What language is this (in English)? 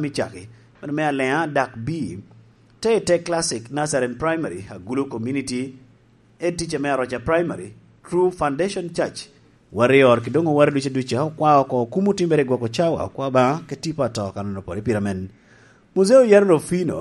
Lango (Uganda)